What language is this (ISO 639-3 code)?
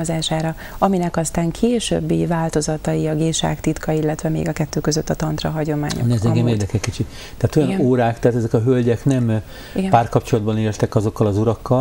hun